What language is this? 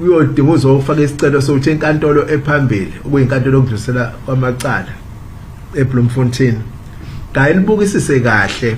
Zulu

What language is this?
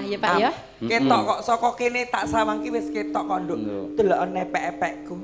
Javanese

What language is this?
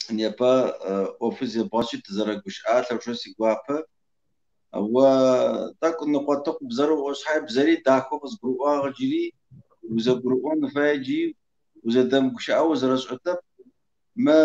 Kabardian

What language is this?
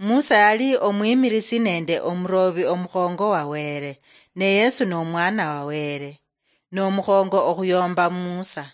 Luyia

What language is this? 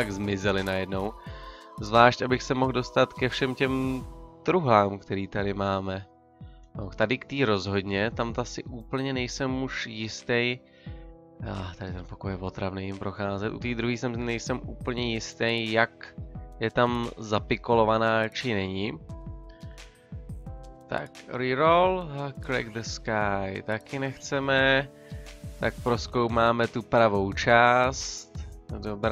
Czech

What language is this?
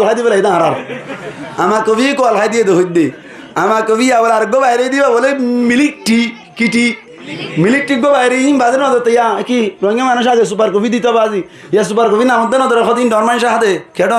Rohingya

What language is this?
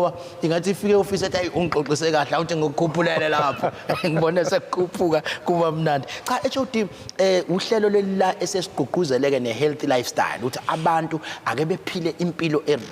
Zulu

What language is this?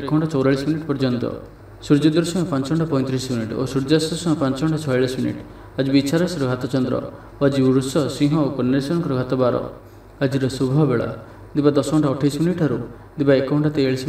Odia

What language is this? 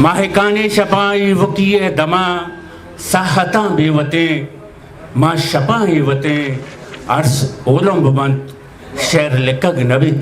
Eastern Balochi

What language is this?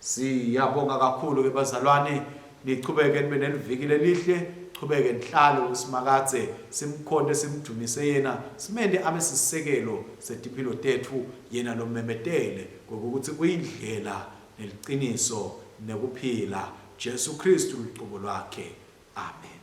Swati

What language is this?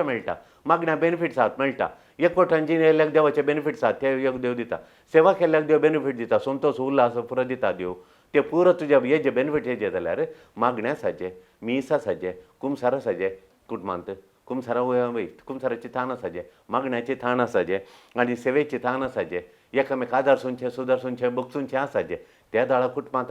Konkani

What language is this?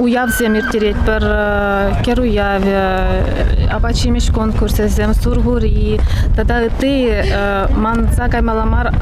Chuvash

